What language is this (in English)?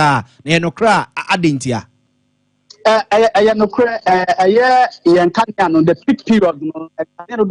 Akan